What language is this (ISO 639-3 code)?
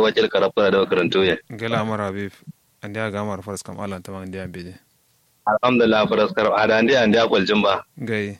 kau